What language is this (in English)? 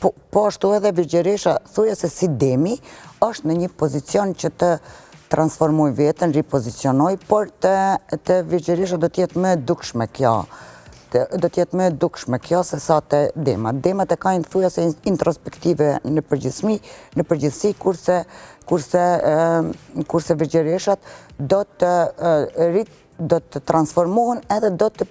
Albanian